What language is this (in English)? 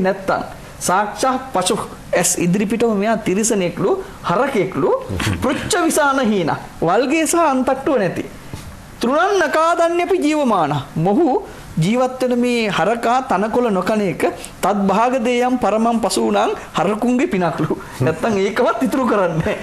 Sinhala